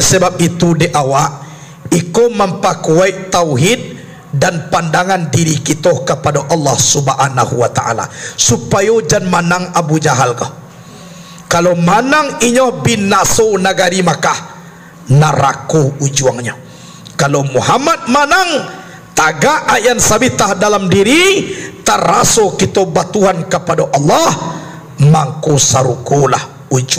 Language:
Minangkabau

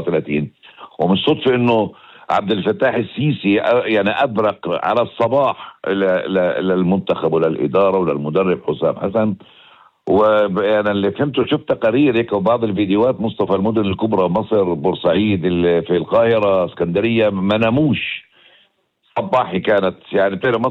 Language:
North Levantine Arabic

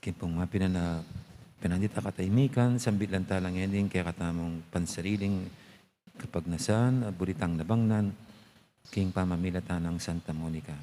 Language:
Pampanga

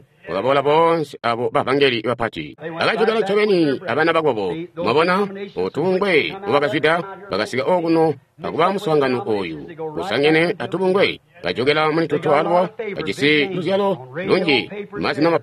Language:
Tonga (Zambia)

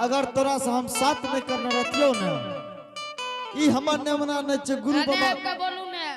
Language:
Angika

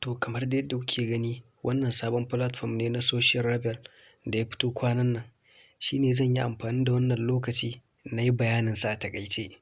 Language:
Hausa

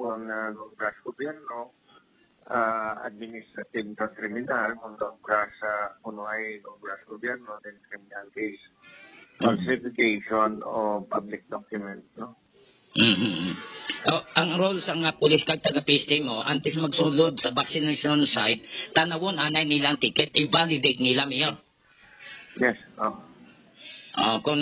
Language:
Hiligaynon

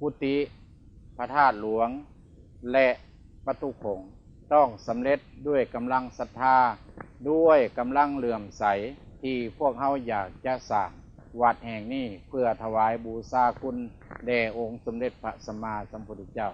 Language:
Lao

